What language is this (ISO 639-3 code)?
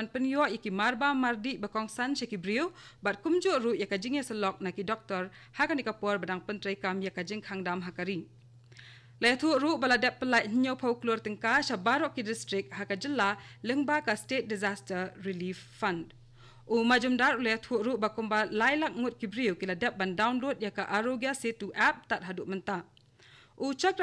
kha